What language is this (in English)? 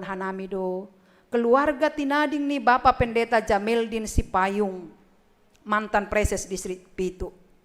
Batak Simalungun